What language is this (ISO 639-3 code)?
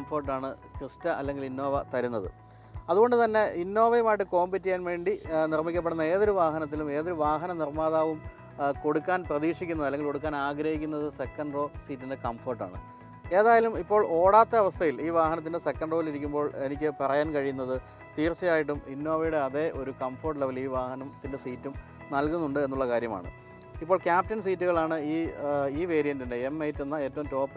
mal